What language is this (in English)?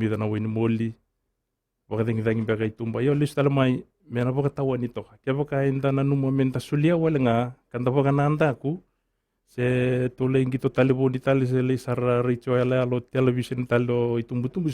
Fijian